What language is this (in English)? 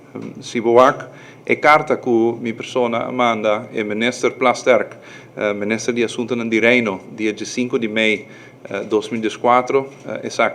Papiamento